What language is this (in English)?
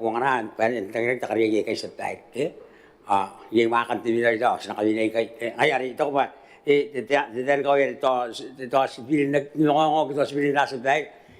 Gilbertese